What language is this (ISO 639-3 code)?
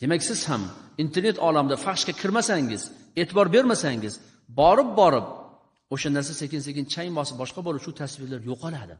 uzb